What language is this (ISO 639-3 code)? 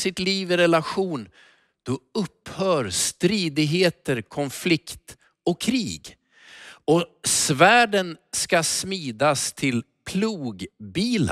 swe